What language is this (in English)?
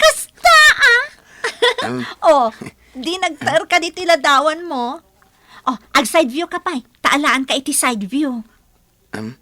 Iloko